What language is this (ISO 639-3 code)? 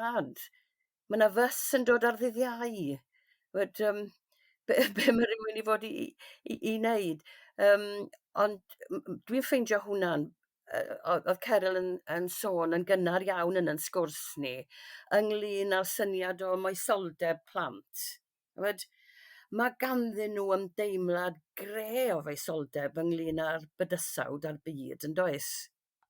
cym